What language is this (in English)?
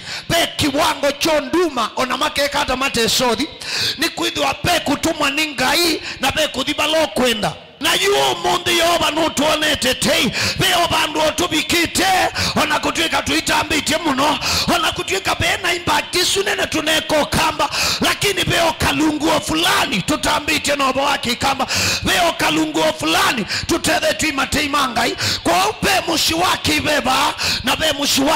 Kamba